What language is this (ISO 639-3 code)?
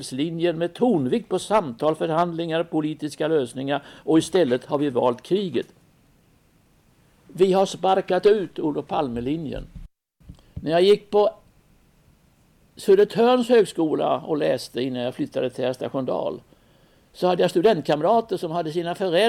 swe